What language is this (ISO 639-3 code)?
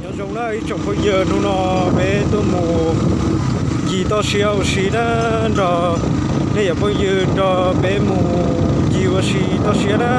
hmn